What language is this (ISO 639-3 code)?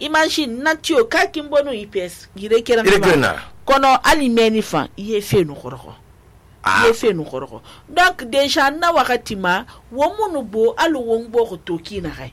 sus